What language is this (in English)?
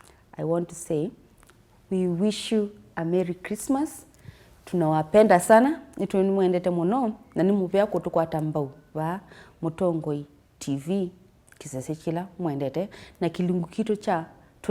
Kamba